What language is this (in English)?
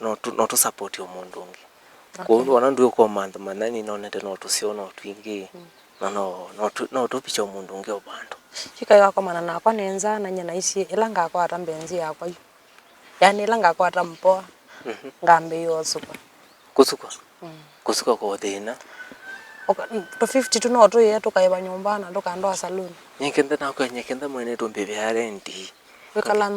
Kamba